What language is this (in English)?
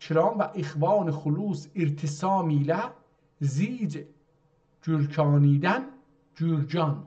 South Azerbaijani